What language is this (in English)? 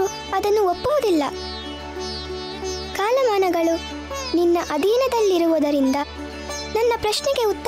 Kannada